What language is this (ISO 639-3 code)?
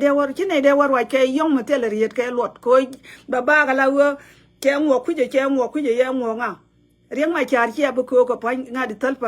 nus